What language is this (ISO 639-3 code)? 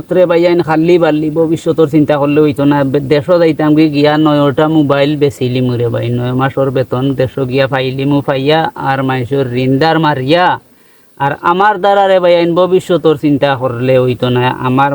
syl